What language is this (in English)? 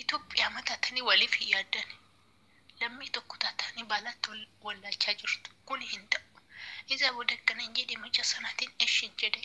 Oromo